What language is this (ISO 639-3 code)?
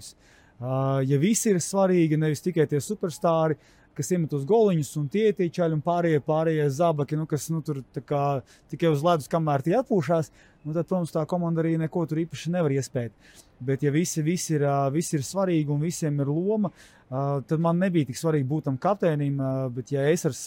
lav